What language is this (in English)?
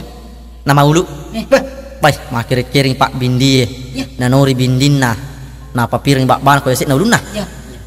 Buginese